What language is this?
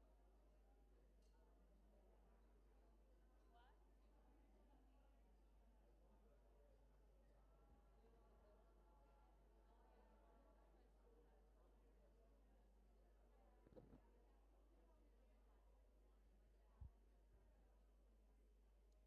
Inuktitut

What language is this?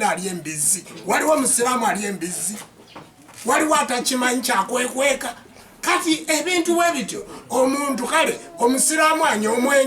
Ganda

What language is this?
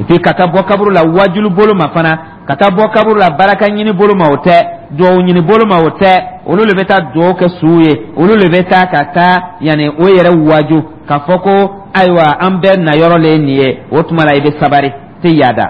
Dyula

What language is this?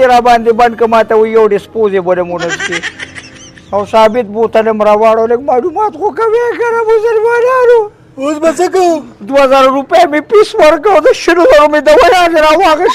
Pashto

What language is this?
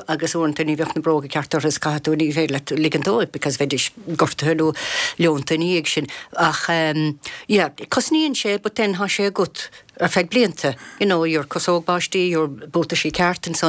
Irish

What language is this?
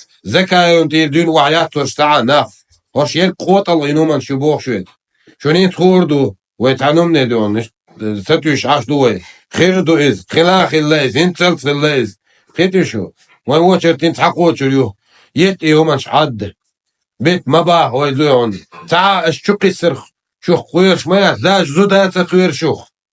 Chechen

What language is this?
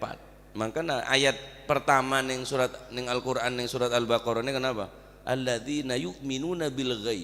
Madurese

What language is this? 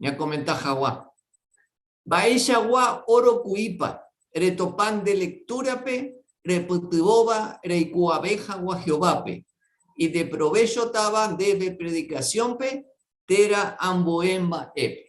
Guarani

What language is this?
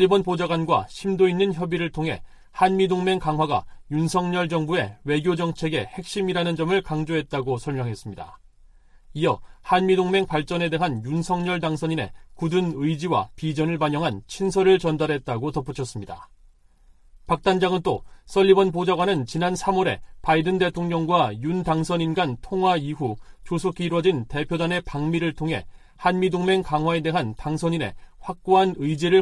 Korean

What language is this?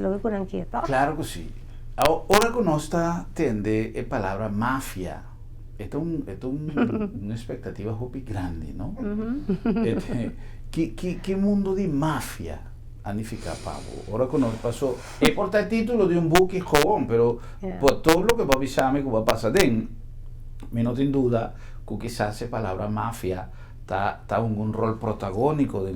Papiamento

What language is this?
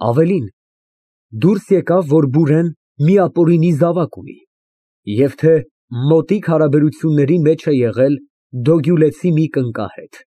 Armenian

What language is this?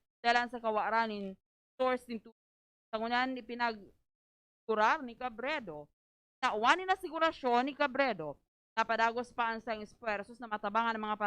Bikol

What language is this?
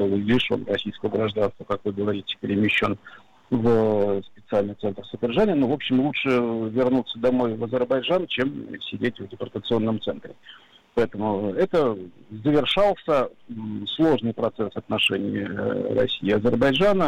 Russian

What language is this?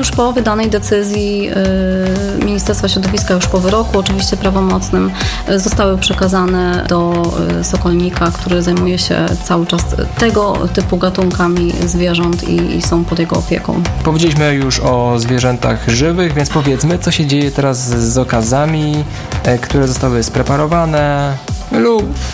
Polish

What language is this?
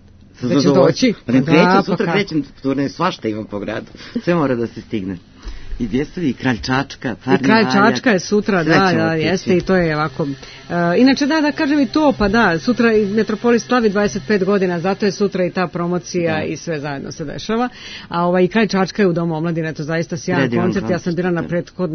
Serbian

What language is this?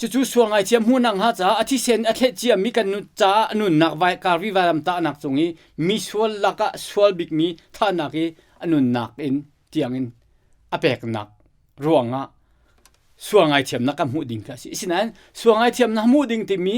Hakha Chin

